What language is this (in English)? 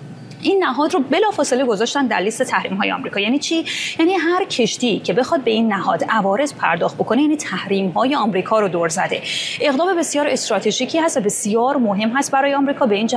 Persian